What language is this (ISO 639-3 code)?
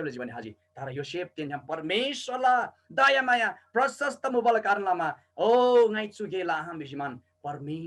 taj